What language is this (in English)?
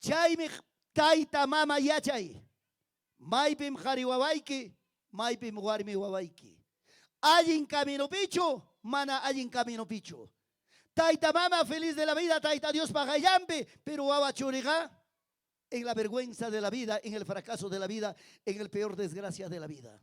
Ayacucho Quechua